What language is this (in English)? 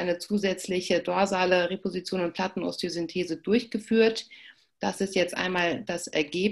German